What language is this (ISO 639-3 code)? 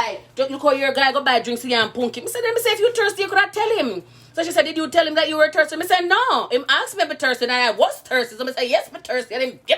jam